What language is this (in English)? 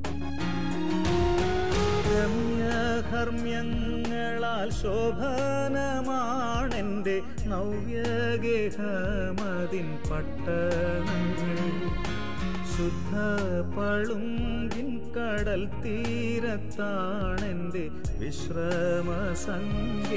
Malayalam